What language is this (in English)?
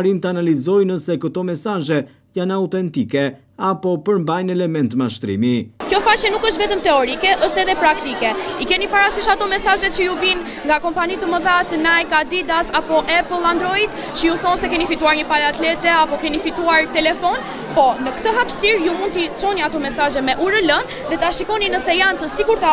Albanian